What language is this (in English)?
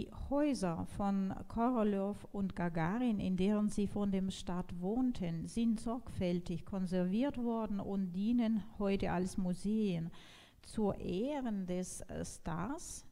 German